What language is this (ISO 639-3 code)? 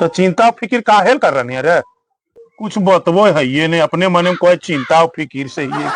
mag